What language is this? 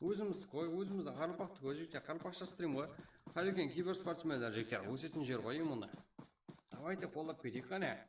Kara-Kalpak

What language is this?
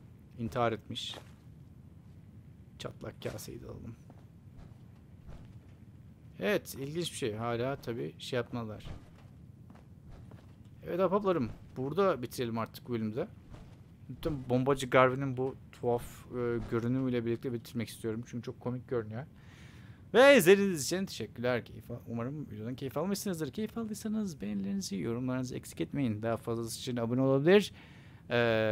Turkish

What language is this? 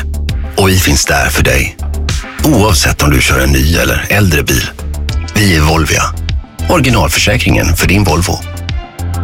Swedish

